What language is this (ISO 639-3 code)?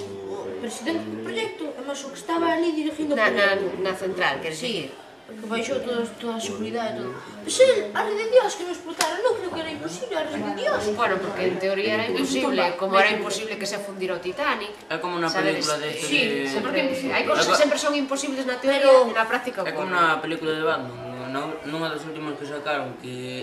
glg